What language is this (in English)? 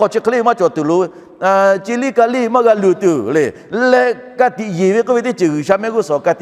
Lahu